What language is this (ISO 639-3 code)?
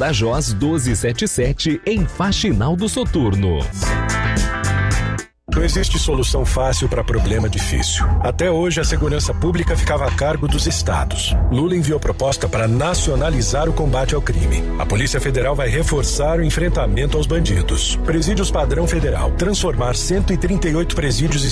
por